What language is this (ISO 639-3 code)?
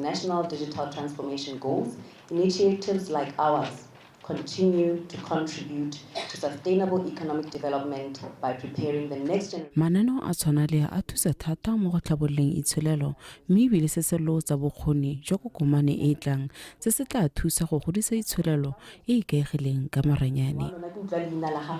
tsn